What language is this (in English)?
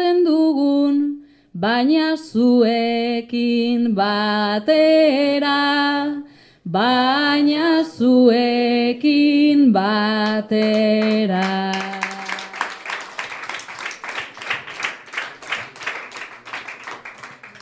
Basque